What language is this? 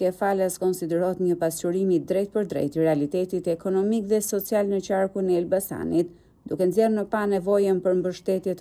Albanian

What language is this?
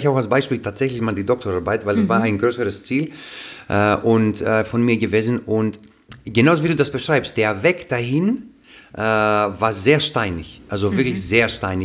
German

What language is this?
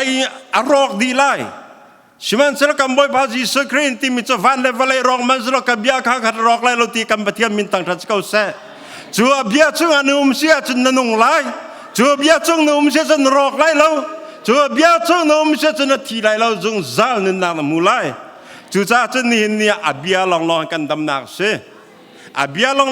Hakha Chin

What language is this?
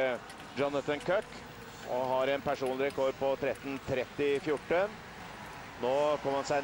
Norwegian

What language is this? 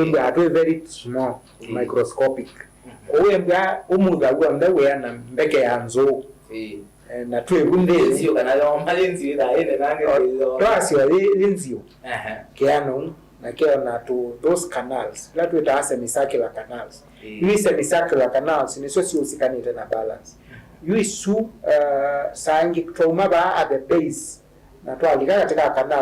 Kamba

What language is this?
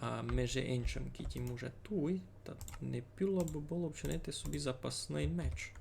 Rusyn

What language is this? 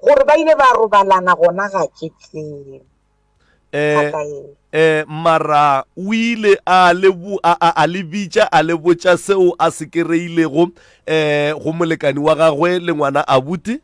Northern Sotho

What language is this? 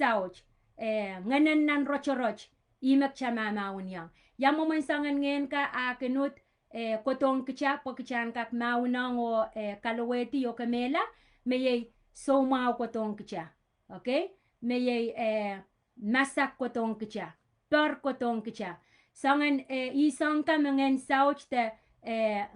Pohnpeian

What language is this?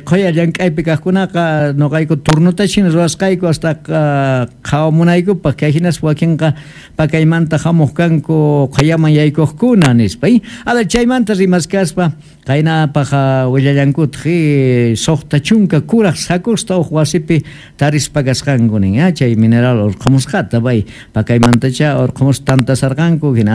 South Bolivian Quechua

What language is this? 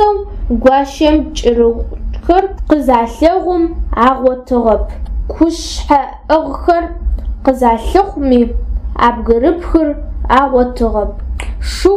Adyghe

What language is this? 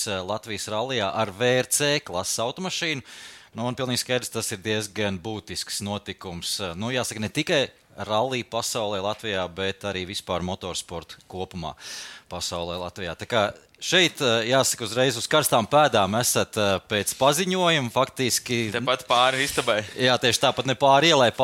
Latvian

